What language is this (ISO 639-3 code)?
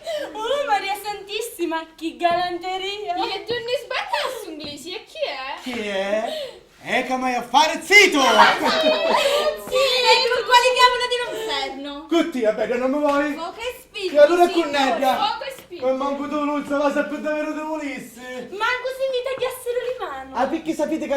scn